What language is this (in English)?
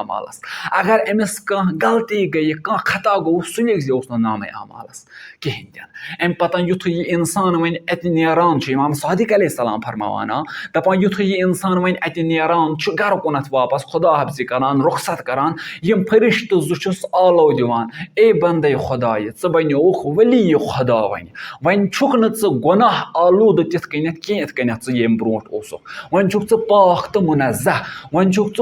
Kashmiri